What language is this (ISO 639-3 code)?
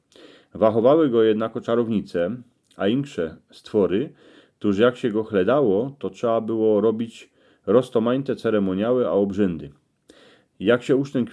szl